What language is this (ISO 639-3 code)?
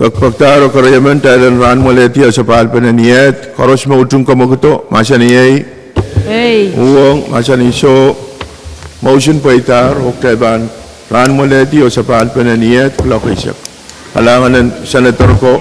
pon